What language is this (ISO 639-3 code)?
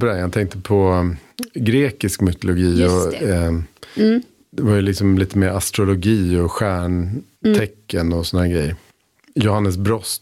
swe